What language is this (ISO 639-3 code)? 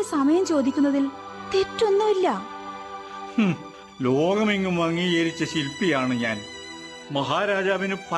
mal